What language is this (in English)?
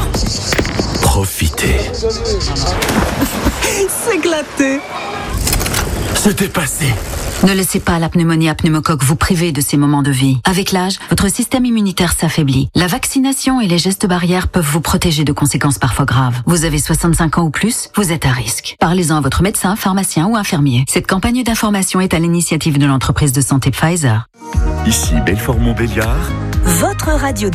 French